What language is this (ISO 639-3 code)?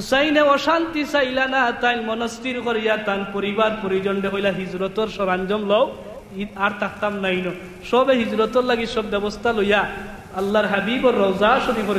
syl